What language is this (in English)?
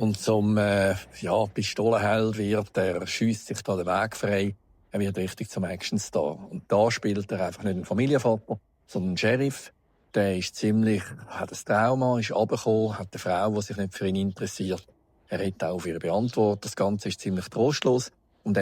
Swiss German